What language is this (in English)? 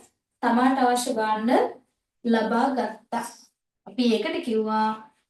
Sinhala